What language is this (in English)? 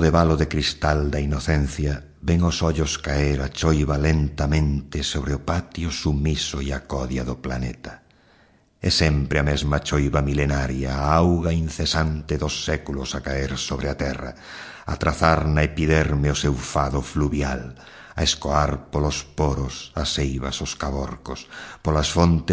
Galician